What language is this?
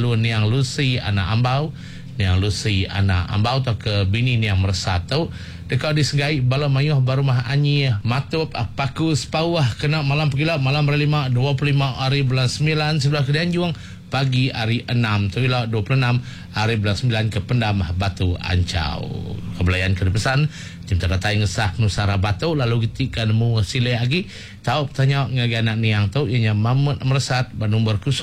Iban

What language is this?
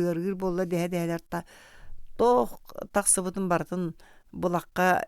Yakut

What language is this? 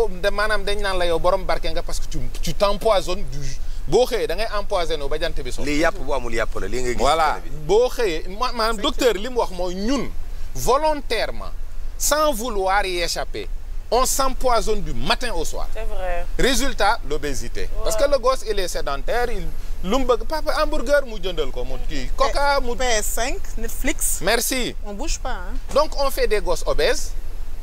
Wolof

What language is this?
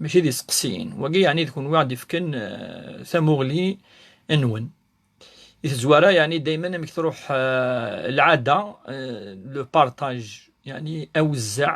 Kabyle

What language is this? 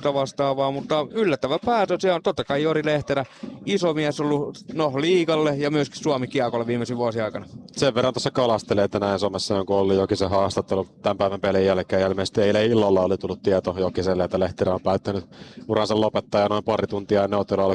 Finnish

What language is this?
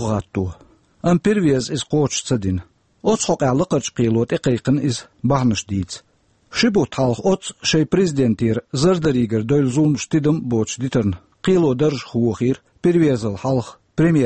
Chechen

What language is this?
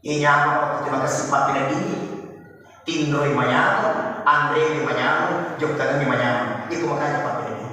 Buginese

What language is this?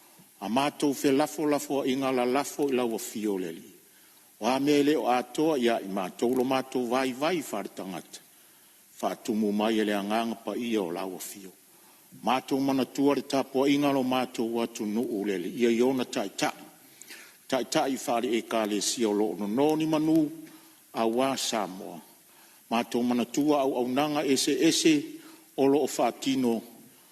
Samoan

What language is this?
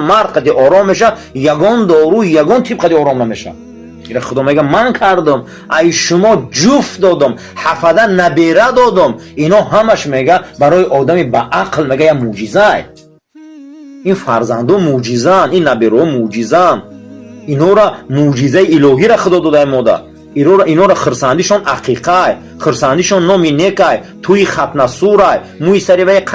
Tajik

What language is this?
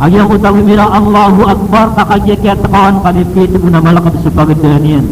Maranao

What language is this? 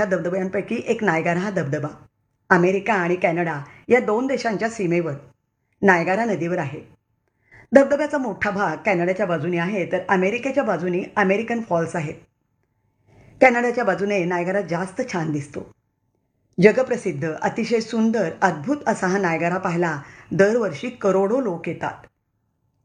Marathi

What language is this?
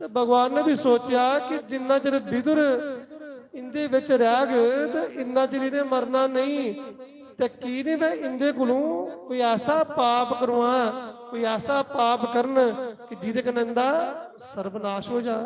Dogri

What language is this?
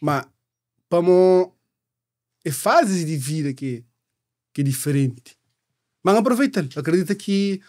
Kabuverdianu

